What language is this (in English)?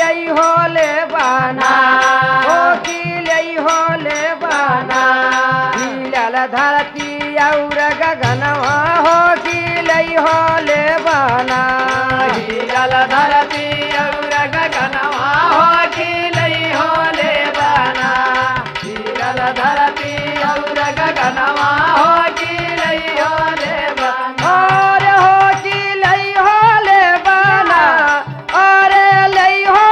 Bhojpuri